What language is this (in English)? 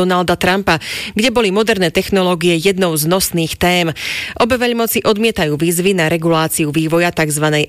Slovak